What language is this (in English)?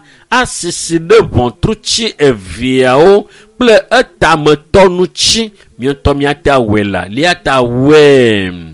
Ewe